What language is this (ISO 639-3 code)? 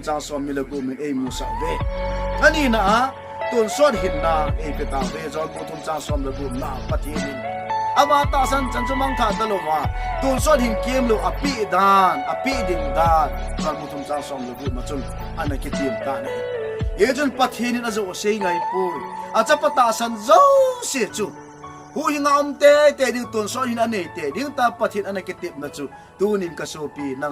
tcz